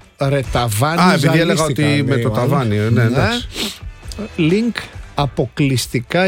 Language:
Greek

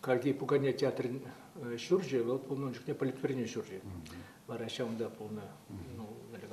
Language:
Chuvash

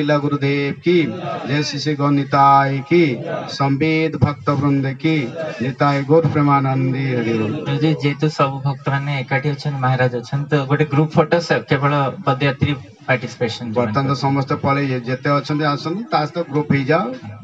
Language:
Odia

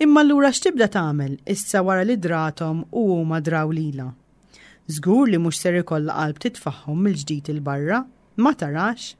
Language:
Maltese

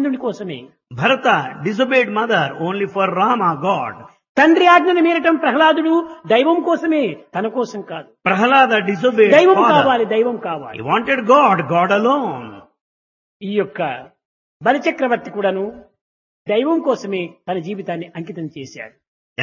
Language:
Telugu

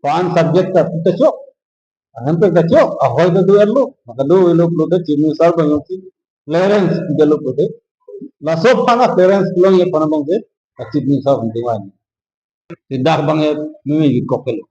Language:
Karbi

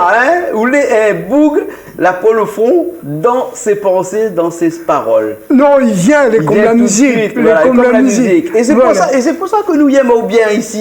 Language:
Réunion Creole French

